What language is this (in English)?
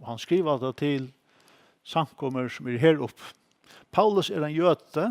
Faroese